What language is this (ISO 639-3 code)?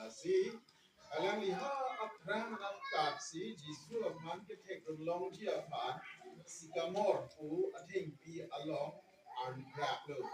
mjw